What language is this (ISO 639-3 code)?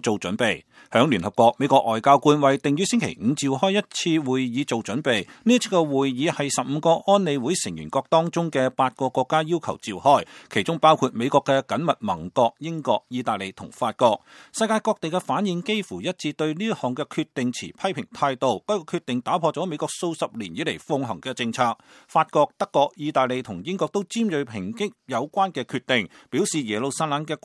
yue